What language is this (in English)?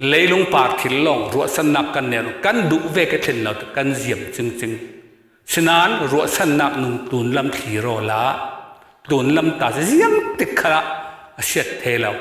Falam Chin